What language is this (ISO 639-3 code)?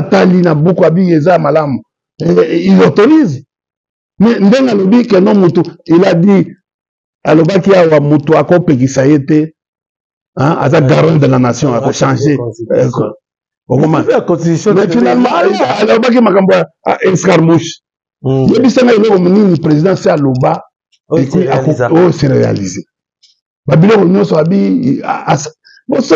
lin